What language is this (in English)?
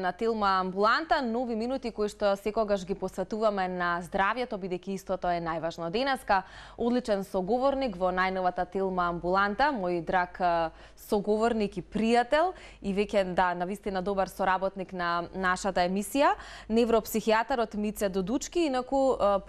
Macedonian